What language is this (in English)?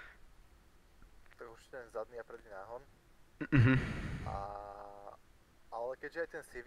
Slovak